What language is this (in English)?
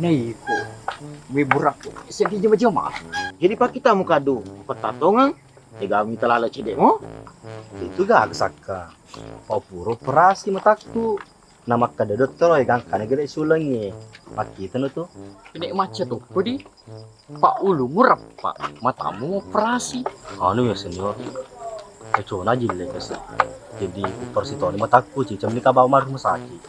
Buginese